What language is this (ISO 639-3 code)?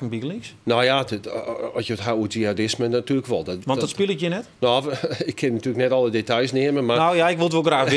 fry